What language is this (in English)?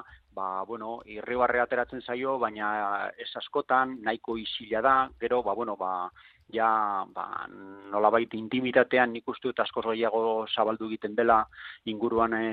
Basque